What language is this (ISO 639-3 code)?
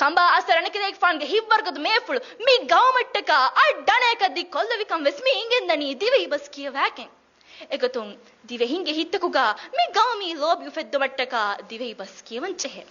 div